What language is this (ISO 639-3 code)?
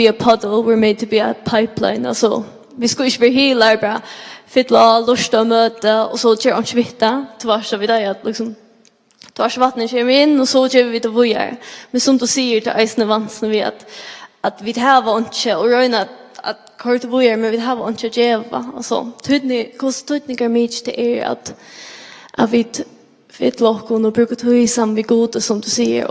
fao